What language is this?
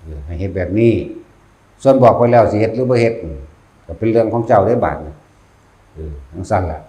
Northeastern Thai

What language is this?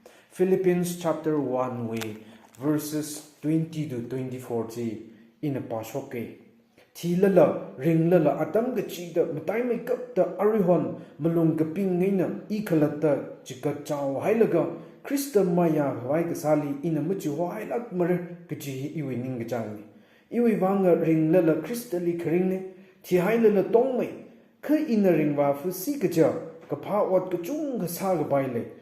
Tangkhul Naga (India)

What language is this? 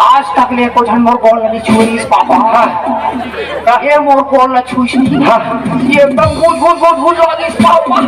Chhattisgarhi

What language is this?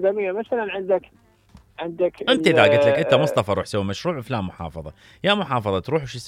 Mesopotamian Arabic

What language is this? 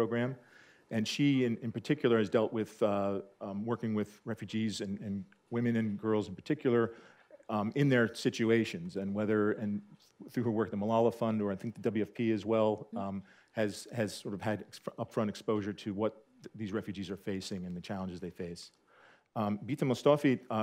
English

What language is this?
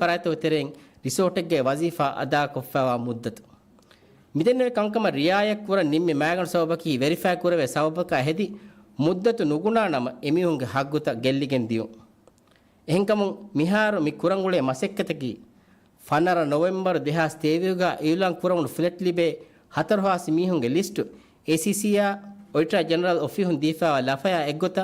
Divehi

